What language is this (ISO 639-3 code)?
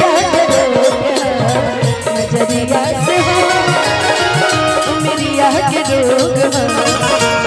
bho